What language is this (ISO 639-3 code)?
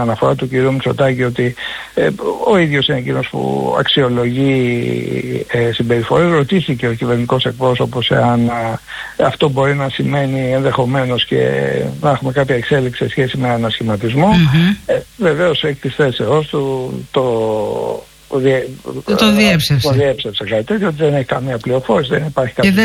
ell